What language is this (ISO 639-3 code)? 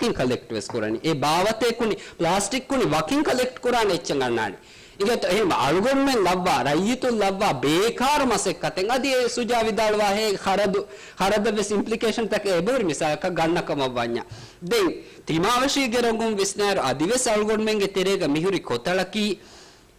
div